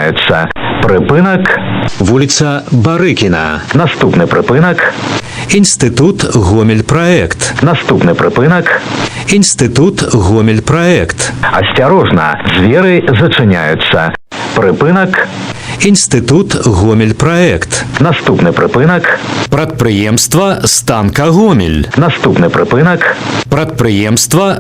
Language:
Belarusian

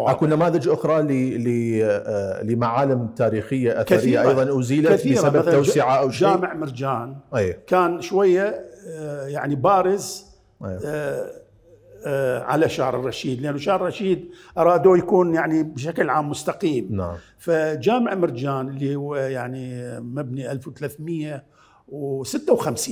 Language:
Mesopotamian Arabic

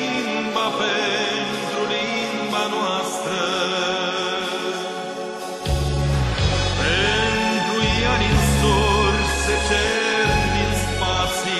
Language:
Romanian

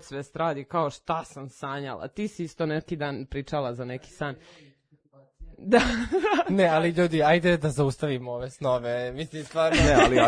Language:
Serbian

